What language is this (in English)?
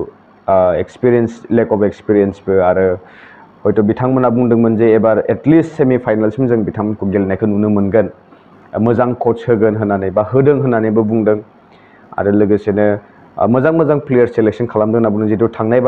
Bodo